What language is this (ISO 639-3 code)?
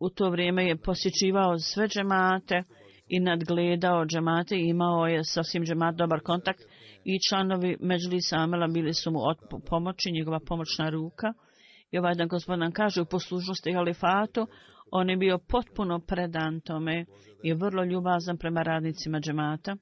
bos